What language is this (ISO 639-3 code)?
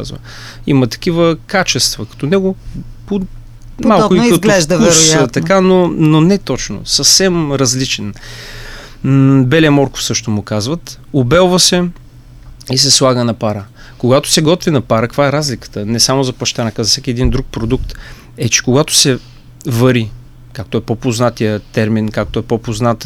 bul